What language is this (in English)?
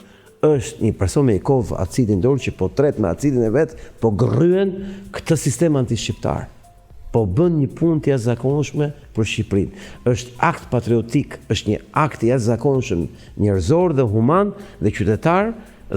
Albanian